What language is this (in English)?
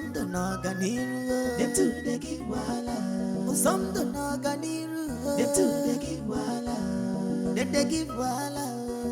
Nigerian Pidgin